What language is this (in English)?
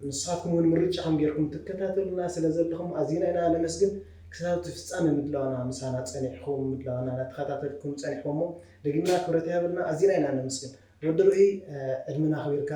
Tigrinya